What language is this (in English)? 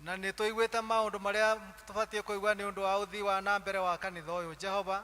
Kikuyu